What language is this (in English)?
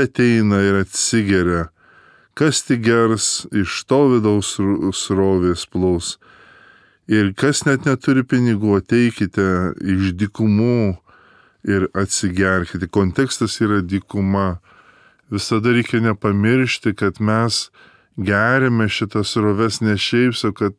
Lithuanian